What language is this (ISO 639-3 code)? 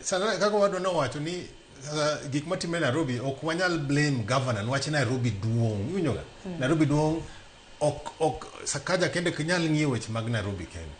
luo